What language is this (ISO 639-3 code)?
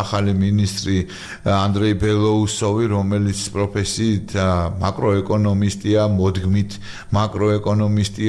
kat